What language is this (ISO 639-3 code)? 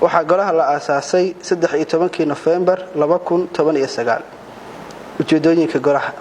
som